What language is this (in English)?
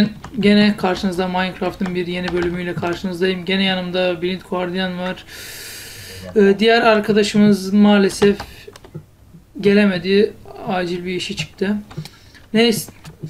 Turkish